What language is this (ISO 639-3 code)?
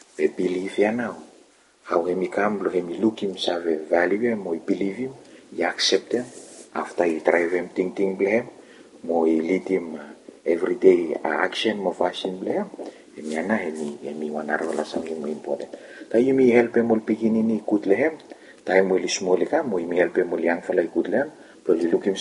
bis